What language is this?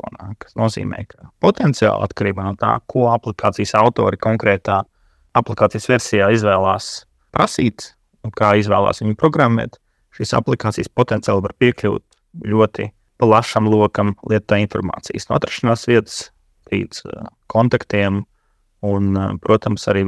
Latvian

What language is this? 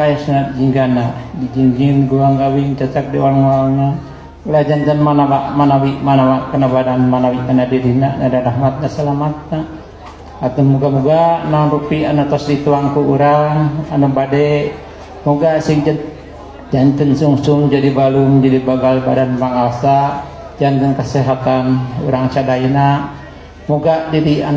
Sundanese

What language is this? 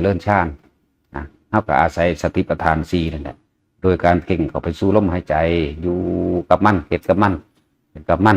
Northeastern Thai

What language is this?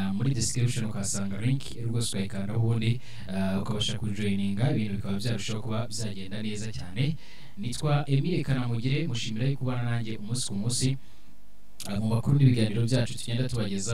Kinyarwanda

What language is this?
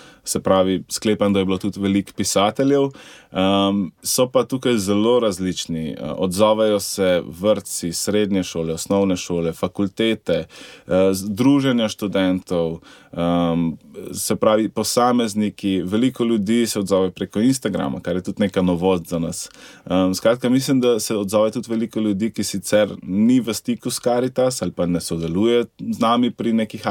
Slovenian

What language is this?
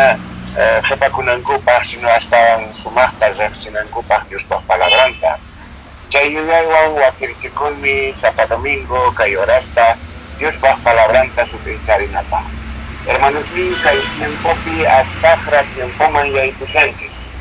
Quechua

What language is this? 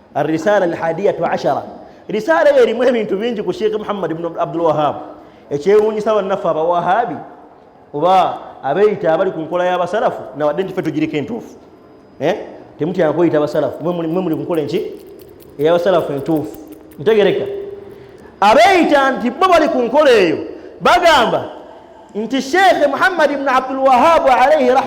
Ganda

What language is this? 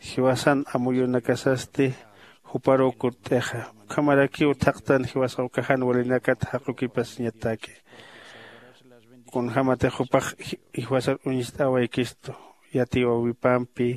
Aymara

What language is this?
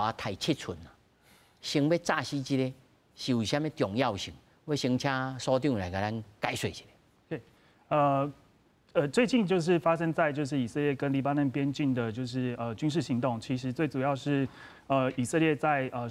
Min Nan Chinese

